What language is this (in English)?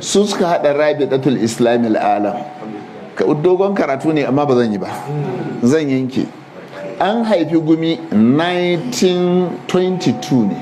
Hausa